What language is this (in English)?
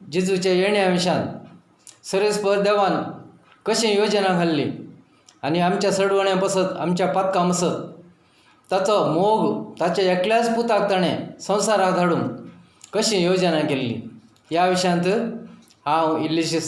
Konkani